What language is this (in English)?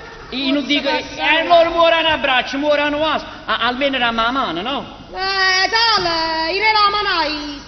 Neapolitan